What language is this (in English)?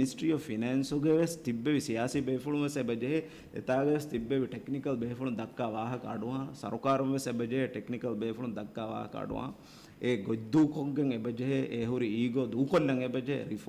Divehi